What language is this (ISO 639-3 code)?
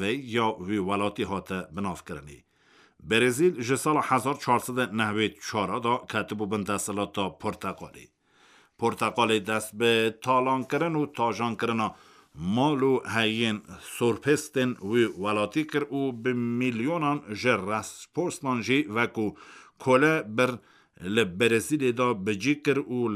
kur